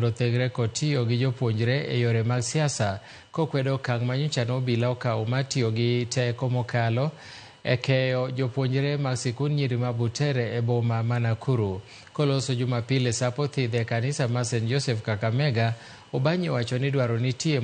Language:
Luo (Kenya and Tanzania)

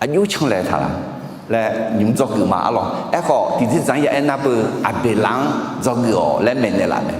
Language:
Akha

